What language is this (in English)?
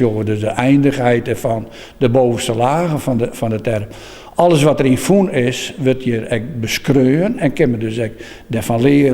Western Frisian